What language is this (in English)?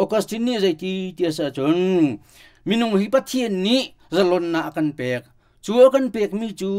Hakha Chin